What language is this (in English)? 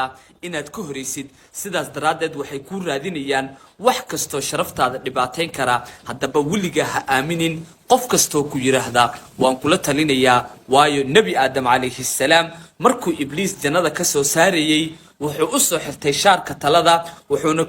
Somali